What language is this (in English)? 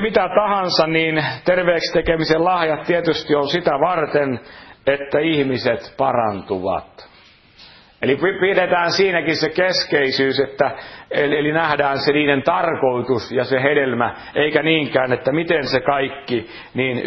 Finnish